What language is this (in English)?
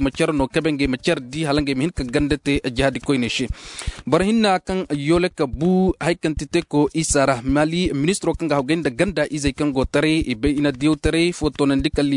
Zarma